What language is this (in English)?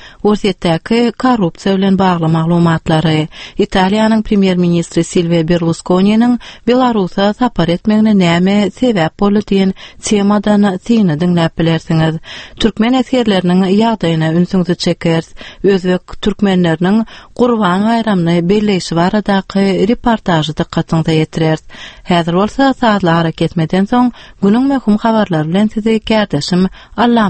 Turkmen